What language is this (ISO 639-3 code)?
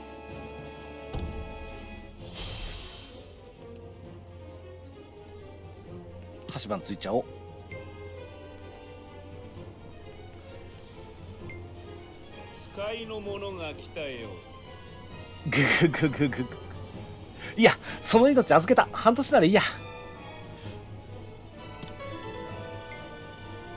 jpn